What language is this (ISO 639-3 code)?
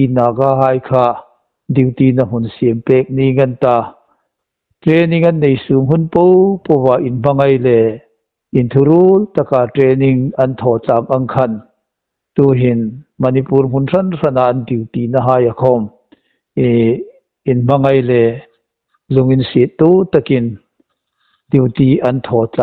hmr